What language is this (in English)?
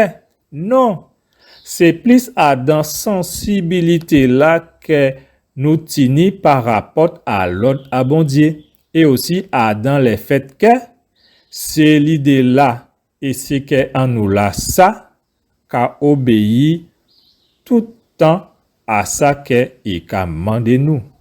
Guadeloupean Creole French